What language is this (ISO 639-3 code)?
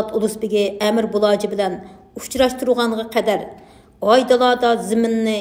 uig